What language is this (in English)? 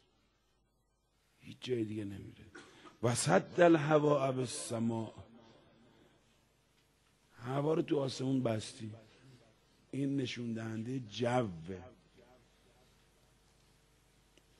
Persian